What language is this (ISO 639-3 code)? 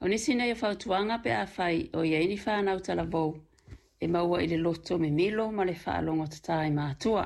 smo